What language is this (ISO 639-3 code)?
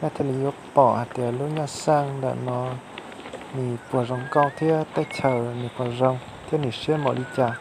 hmn